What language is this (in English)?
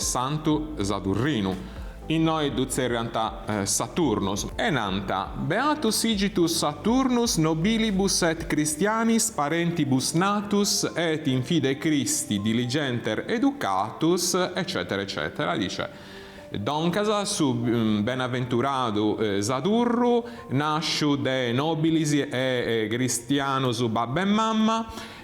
Sardinian